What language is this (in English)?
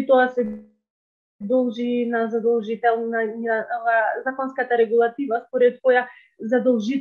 Macedonian